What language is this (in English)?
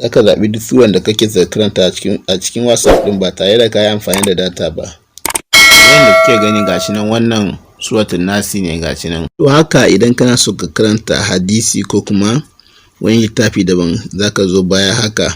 Hausa